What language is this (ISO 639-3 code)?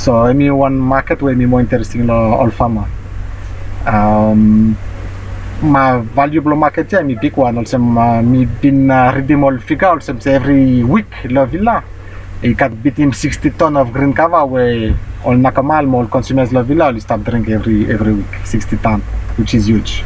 bis